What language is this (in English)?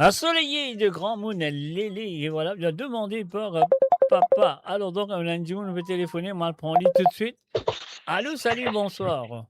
Morisyen